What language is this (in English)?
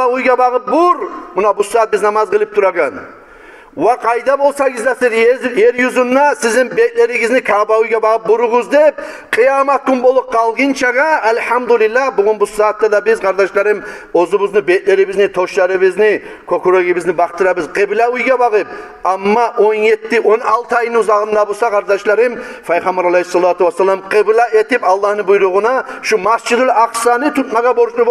Kumyk